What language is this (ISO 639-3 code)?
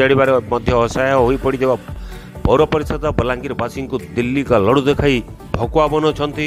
ori